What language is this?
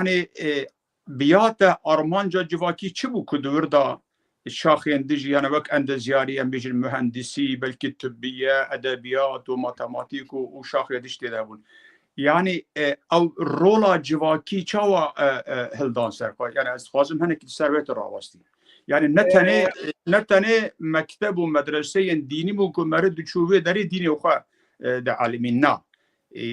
Kurdish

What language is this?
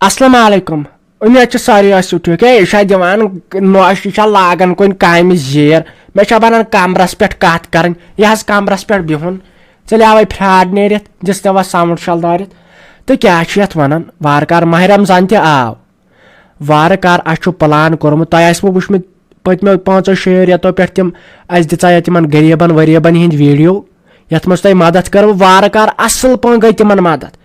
Kashmiri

